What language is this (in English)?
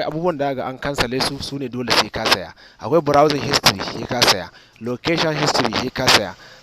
Hausa